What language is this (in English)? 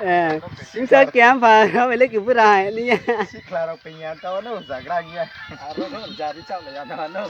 Riang (India)